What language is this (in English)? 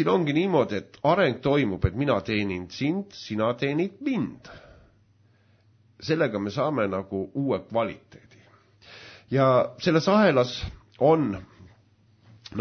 Estonian